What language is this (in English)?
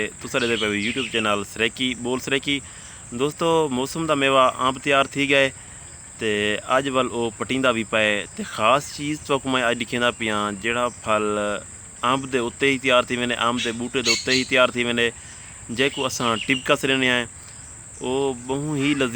Saraiki